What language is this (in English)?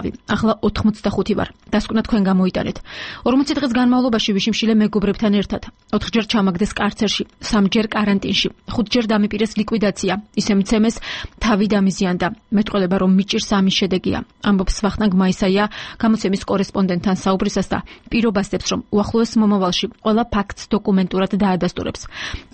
Georgian